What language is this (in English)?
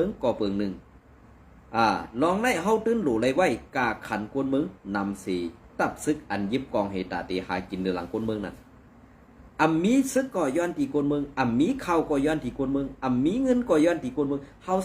Shan